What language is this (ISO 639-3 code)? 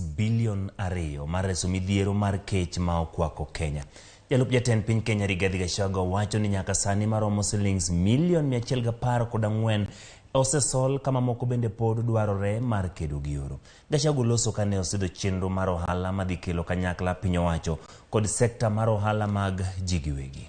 luo